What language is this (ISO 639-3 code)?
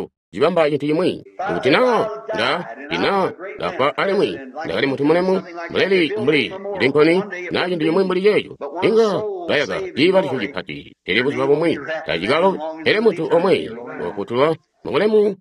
toi